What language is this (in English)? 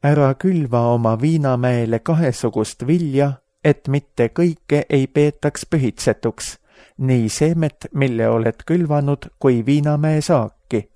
Estonian